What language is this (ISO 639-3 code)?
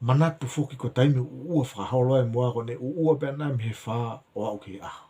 ton